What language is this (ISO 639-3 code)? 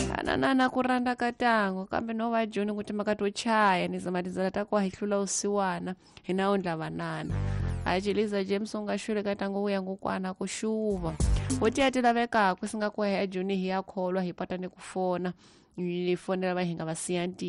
tso